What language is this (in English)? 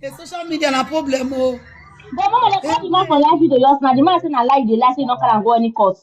Nigerian Pidgin